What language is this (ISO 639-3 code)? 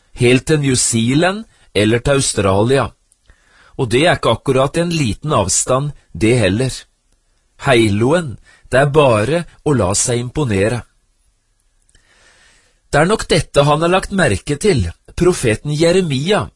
nor